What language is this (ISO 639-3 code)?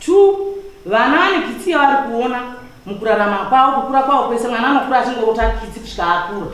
sna